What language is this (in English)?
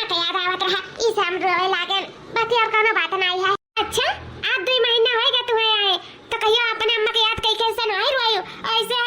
Awadhi